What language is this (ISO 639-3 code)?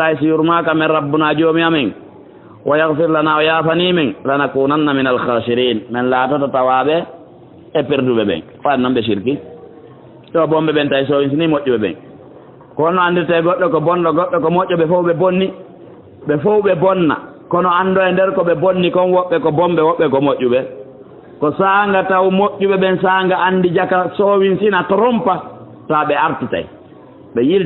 ful